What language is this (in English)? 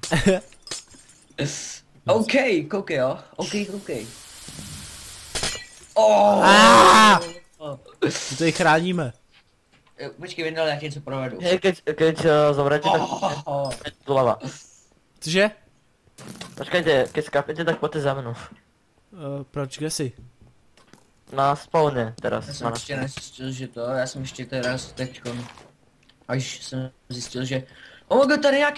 Czech